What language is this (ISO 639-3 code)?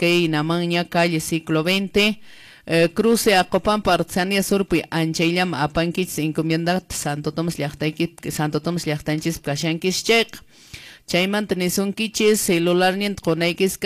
que